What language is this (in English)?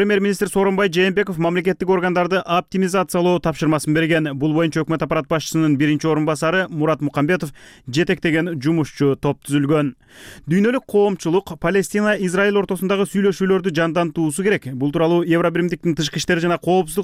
Kyrgyz